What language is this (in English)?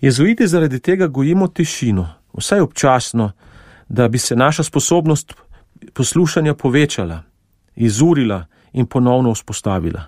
Slovenian